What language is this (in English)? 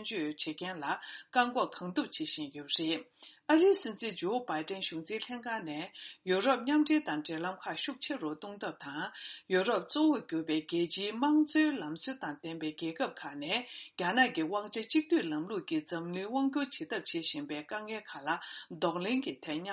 Tibetan